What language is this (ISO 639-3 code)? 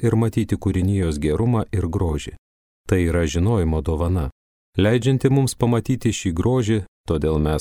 lit